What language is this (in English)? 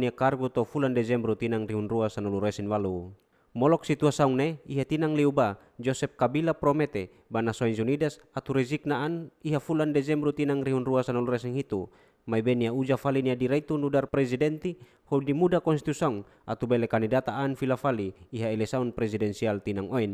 Tetum